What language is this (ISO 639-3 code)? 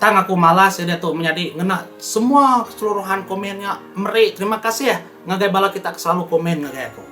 iba